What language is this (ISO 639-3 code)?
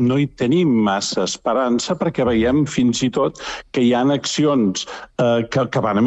cat